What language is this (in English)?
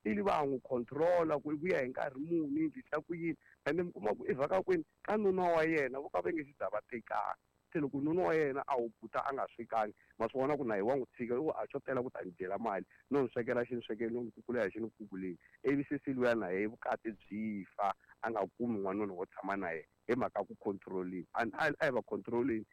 Tsonga